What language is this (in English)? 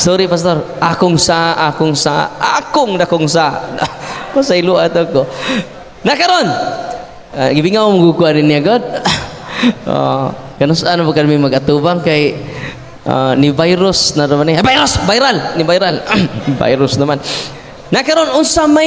Cebuano